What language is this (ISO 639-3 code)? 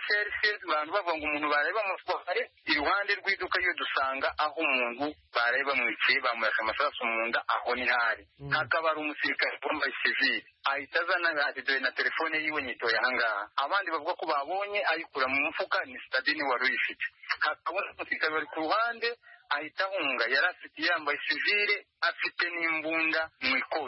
kin